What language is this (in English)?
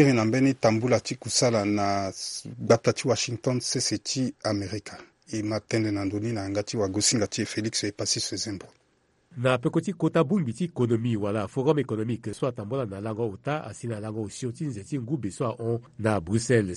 Sango